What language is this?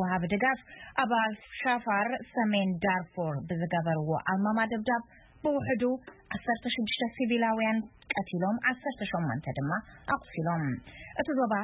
Tigrinya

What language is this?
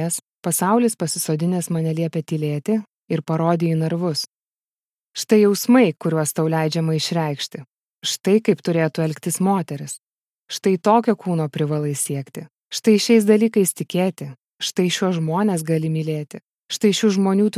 Lithuanian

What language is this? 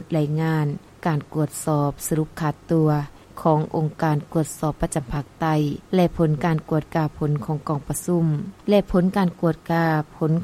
Lao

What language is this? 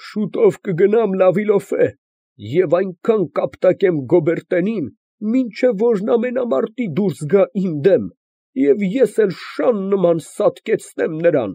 Armenian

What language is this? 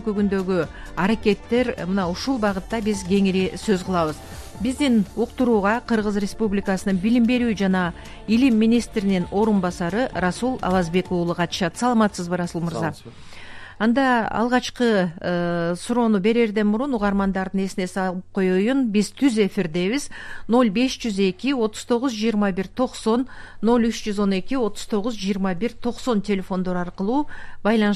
Kyrgyz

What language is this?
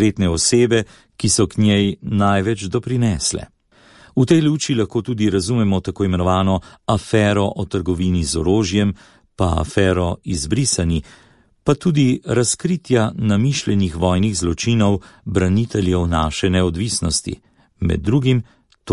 Slovenian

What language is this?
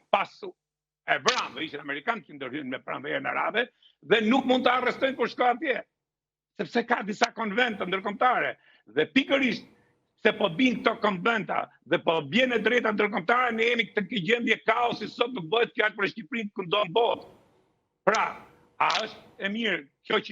Albanian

